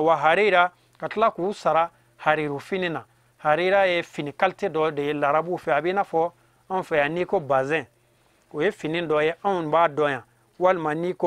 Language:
Bambara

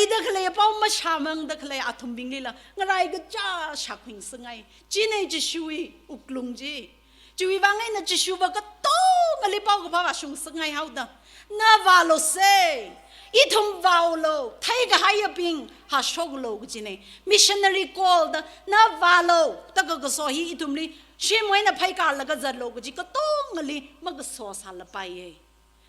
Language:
Tangkhul Naga (India)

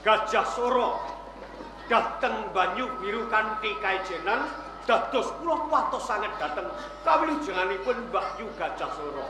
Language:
Javanese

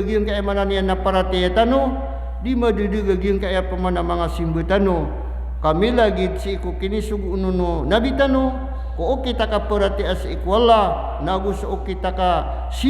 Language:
Maranao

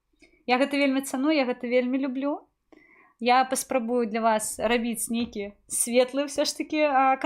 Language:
Belarusian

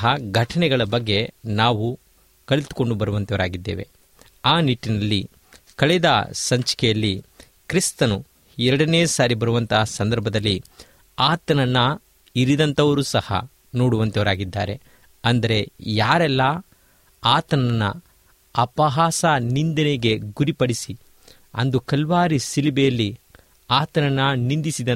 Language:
Kannada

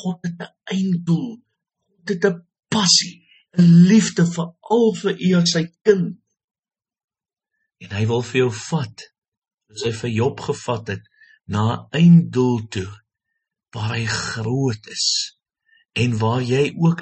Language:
Afrikaans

